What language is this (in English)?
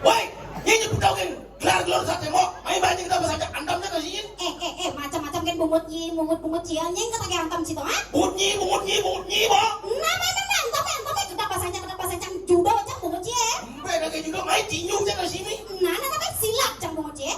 Balinese